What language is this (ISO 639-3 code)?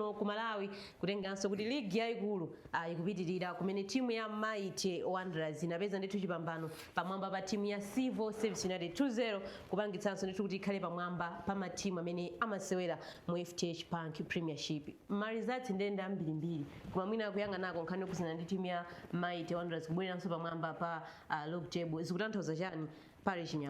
nya